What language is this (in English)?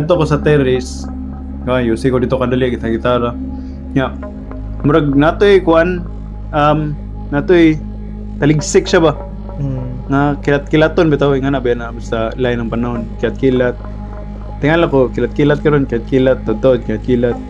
Cebuano